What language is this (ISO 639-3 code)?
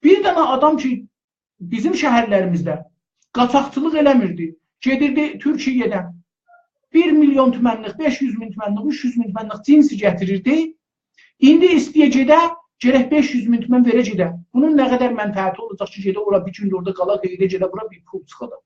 azb